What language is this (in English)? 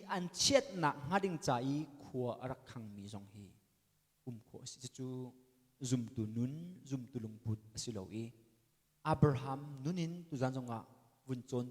Hakha Chin